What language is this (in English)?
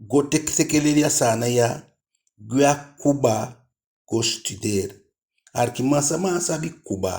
Eastern Maroon Creole